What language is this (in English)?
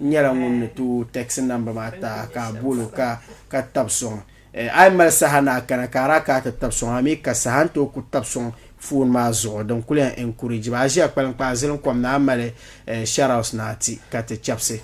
Dagbani